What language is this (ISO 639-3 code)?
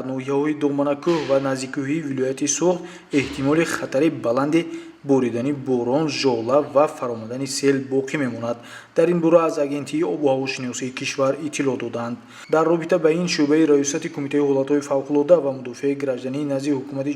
tgk